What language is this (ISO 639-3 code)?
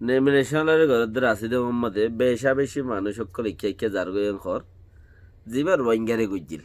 rhg